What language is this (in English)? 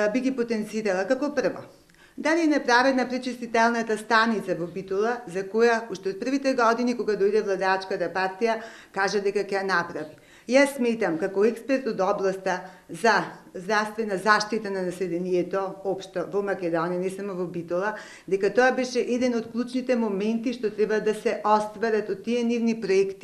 Macedonian